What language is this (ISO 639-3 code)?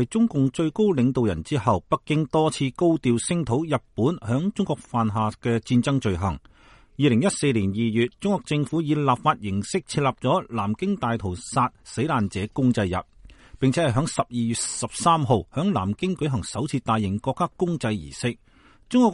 yue